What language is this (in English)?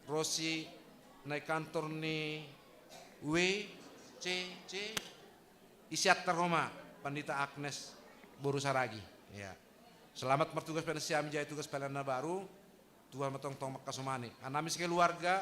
Batak Simalungun